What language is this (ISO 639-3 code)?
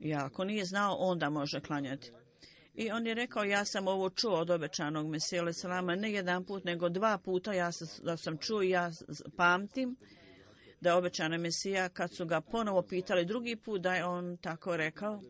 bos